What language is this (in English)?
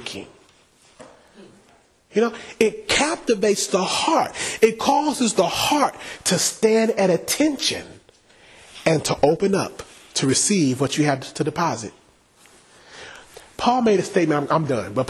English